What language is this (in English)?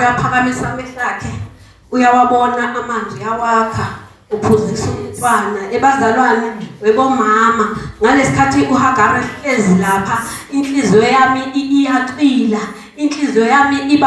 Zulu